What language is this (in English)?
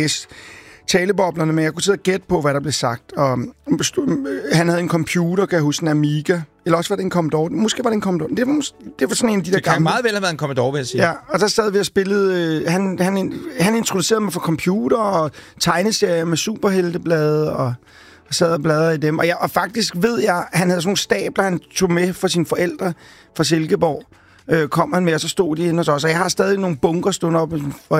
Danish